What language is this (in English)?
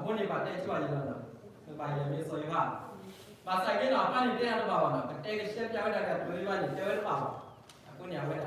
S'gaw Karen